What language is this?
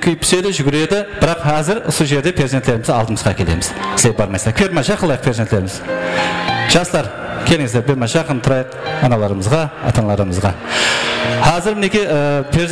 Kara-Kalpak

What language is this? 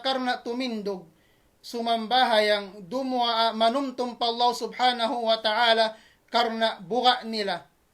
Tausug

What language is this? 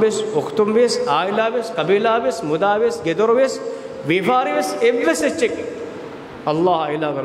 Divehi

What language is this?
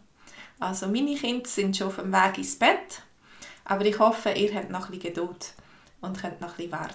Swiss German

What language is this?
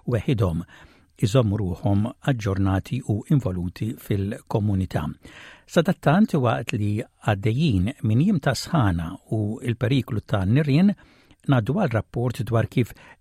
Maltese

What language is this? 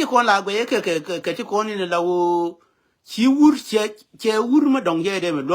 Nuer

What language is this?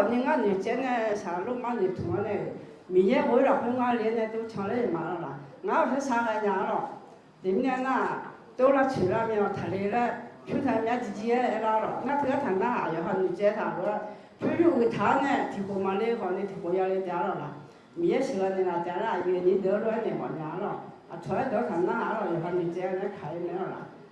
Akha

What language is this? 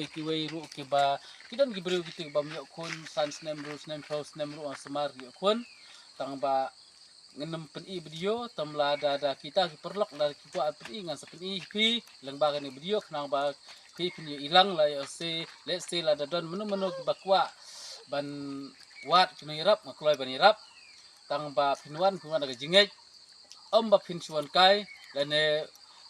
Khasi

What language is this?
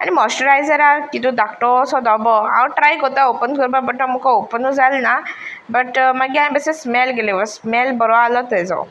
Konkani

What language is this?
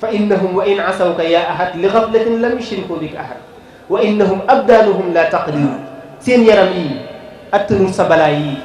Wolof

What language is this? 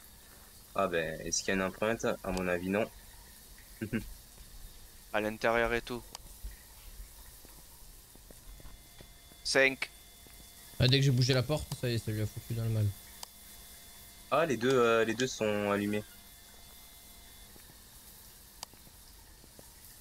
French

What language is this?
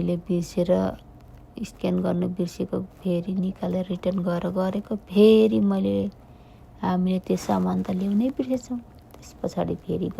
Nepali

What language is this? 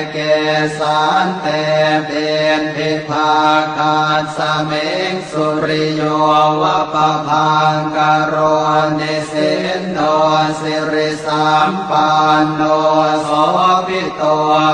Pali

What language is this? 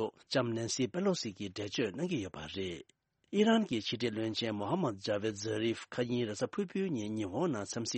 Tibetan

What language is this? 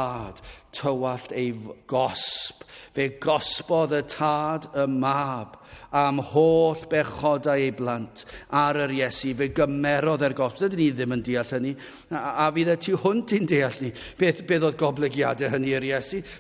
Welsh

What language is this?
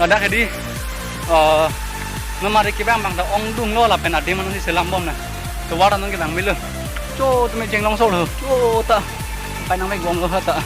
Karbi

